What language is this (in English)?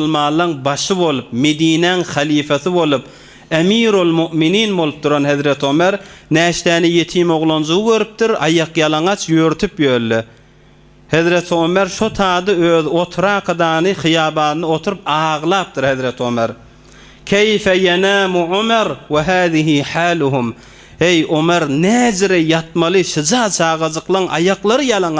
Turkmen